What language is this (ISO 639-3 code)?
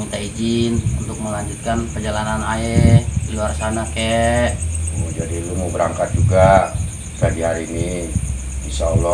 bew